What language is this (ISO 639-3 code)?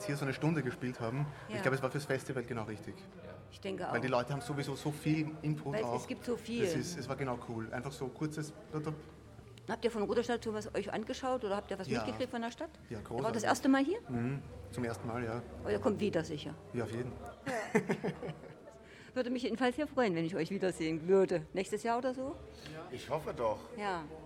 deu